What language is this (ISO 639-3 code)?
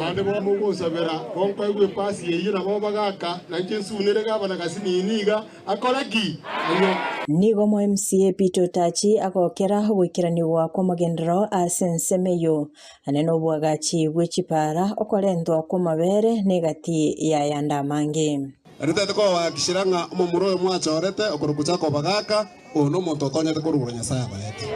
guz